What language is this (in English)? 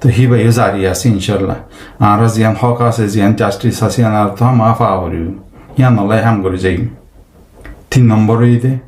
Rohingya